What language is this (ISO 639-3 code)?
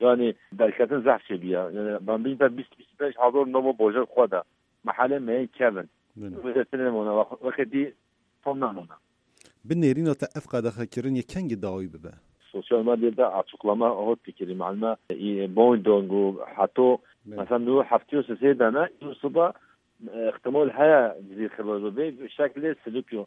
kur